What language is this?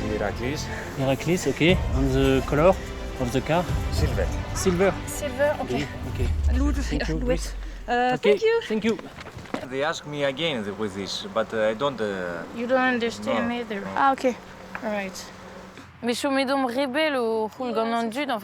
Breton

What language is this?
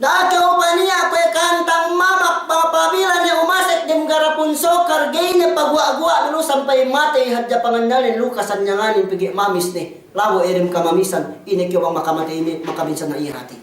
Yakan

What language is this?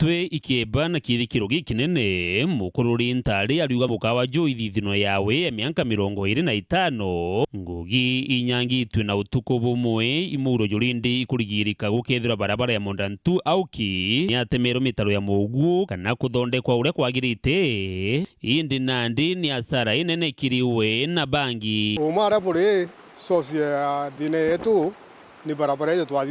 Meru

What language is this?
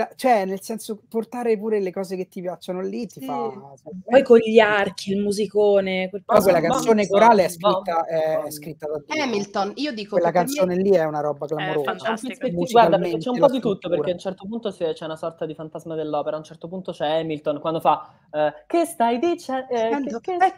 Italian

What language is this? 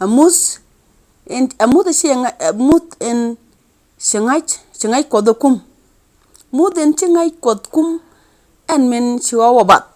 Nuer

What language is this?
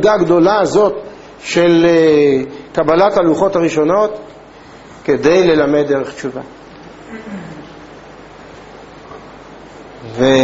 Hebrew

